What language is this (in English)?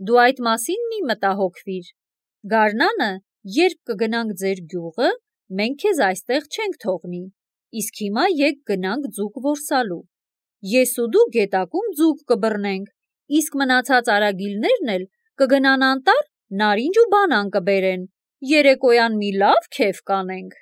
Armenian